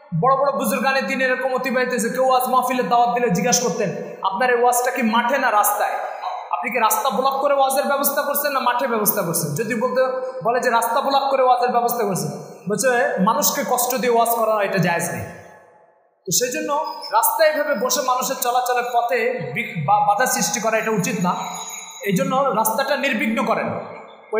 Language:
Bangla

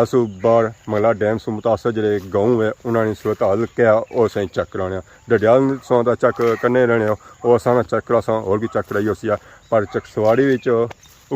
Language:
Pahari-Potwari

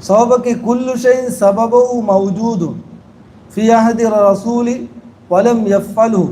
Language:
Divehi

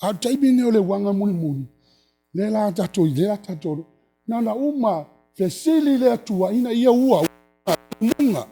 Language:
Samoan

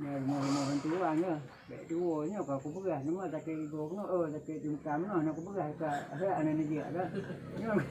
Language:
Achinese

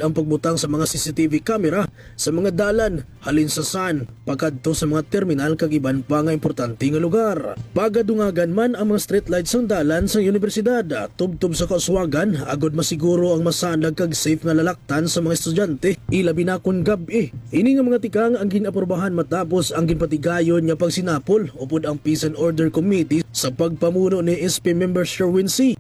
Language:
Hiligaynon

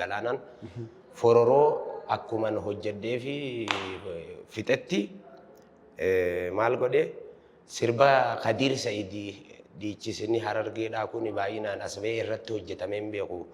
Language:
Oromo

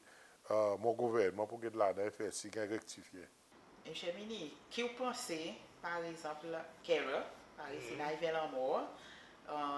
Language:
Seselwa Creole French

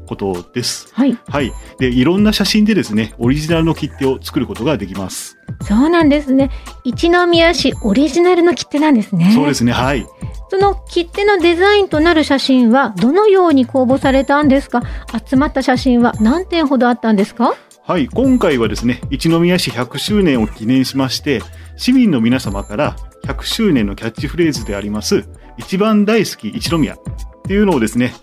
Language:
Japanese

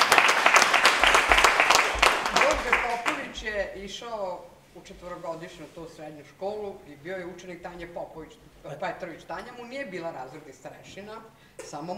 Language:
Serbian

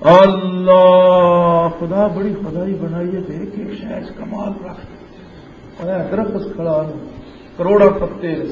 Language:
Western Panjabi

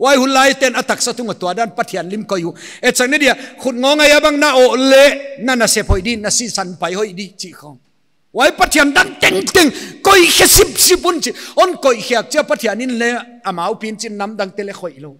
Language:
Paite Chin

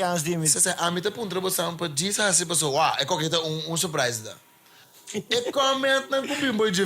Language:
Papiamento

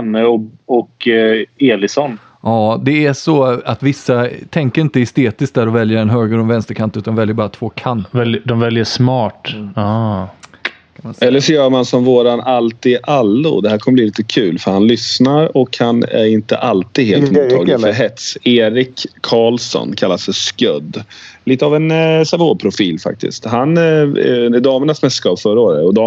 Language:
Swedish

